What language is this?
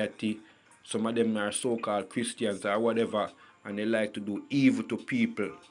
Jamaican Creole English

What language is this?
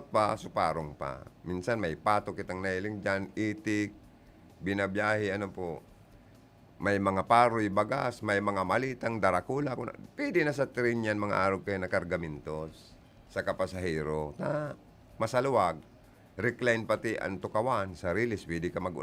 Bikol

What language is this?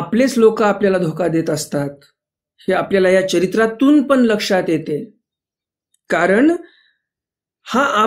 Marathi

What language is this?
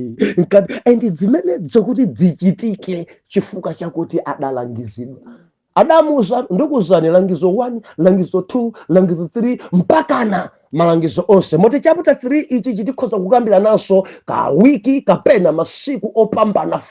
Nyanja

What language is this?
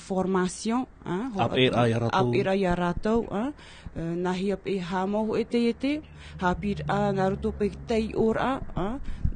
Tahitian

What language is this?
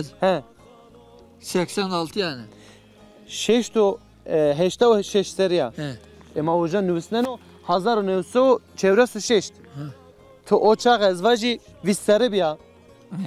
Zaza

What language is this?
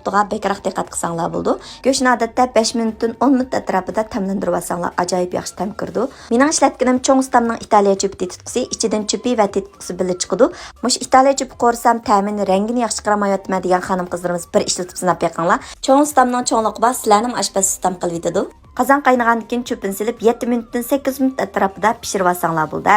Uyghur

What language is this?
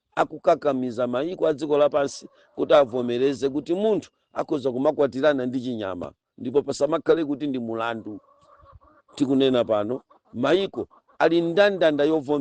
Nyanja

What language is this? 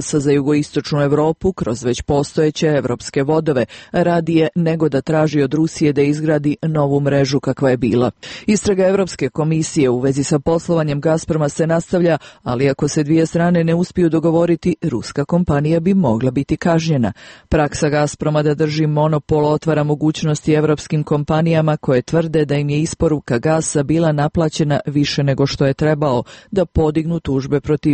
Serbian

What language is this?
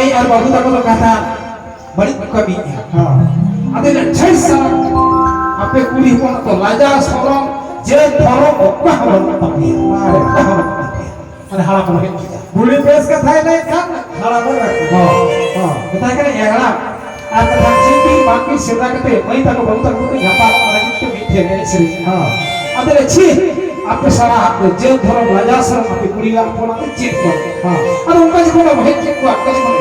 Santali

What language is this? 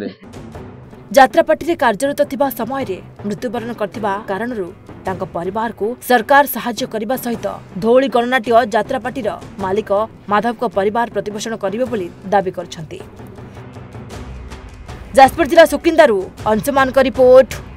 Odia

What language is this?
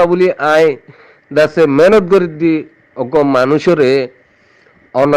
Rohingya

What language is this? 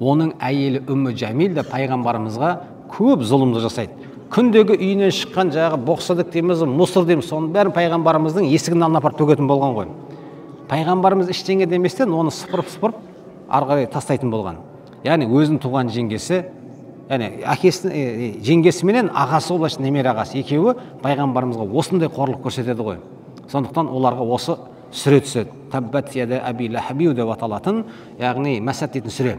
Kazakh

